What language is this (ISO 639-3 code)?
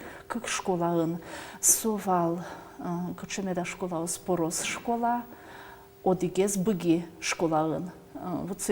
udm